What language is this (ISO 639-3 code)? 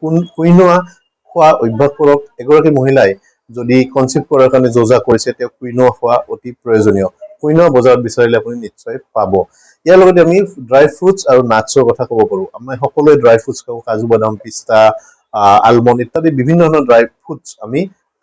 asm